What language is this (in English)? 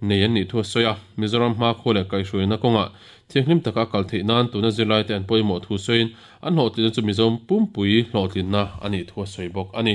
Mizo